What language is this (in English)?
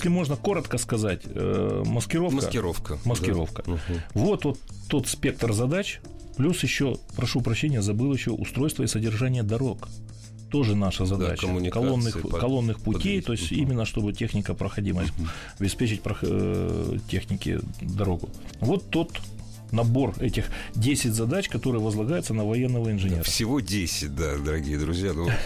Russian